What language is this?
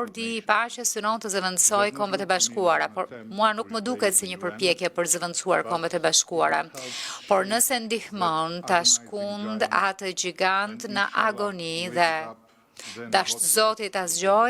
Albanian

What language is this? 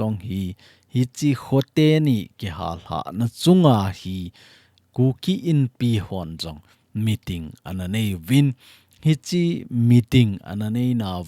Thado Chin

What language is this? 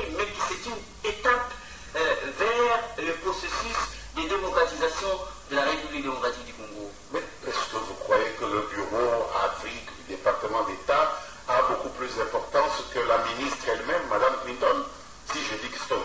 French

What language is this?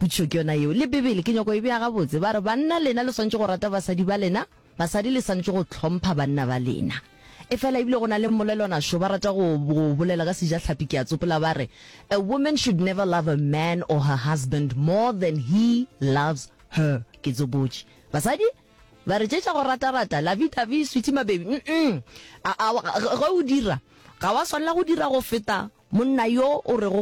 Northern Sotho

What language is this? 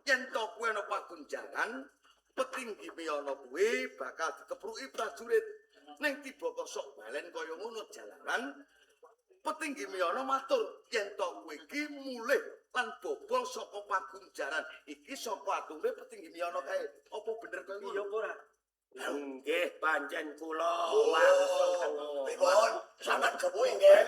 Javanese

